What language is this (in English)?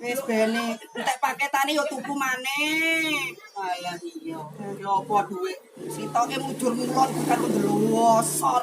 Javanese